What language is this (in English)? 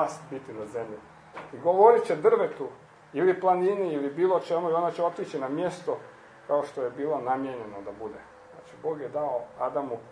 Croatian